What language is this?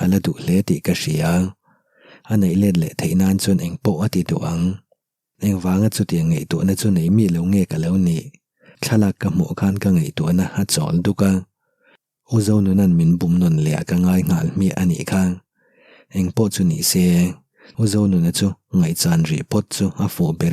Mizo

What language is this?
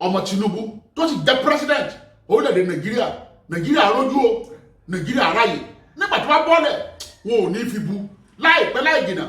Yoruba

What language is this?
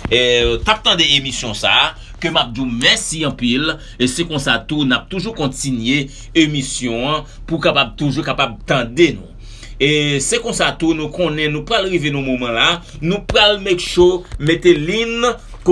Haitian Creole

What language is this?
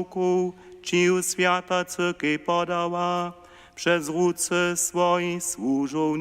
Upper Sorbian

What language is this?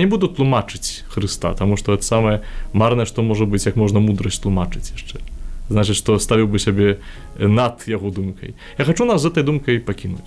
Belarusian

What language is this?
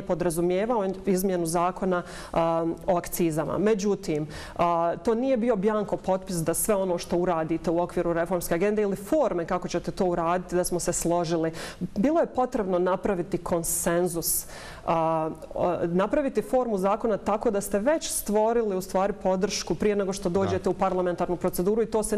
Bosnian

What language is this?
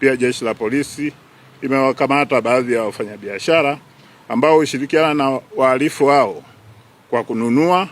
Swahili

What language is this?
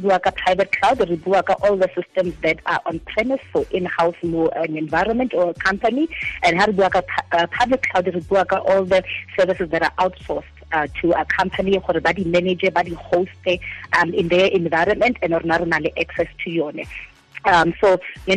Tswana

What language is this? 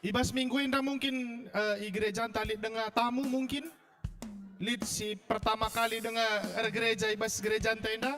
Batak Karo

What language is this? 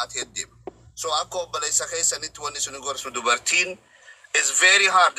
Oromo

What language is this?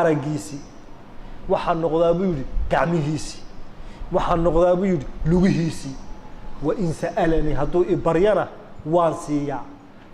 Somali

